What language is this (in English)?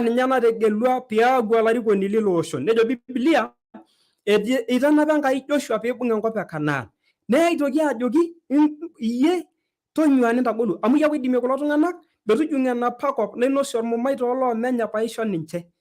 Masai